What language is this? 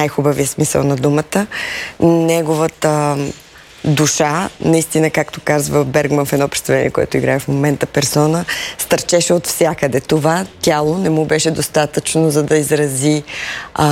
Bulgarian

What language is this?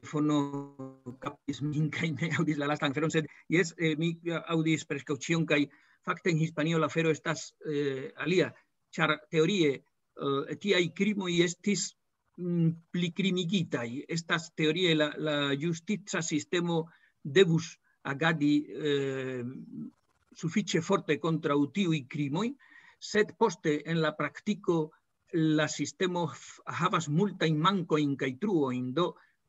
Esperanto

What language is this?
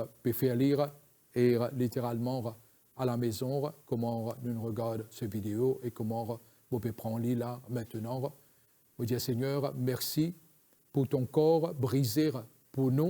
Morisyen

